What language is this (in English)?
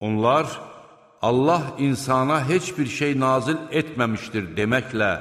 Azerbaijani